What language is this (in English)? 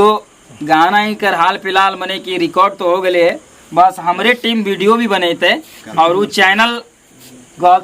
Magahi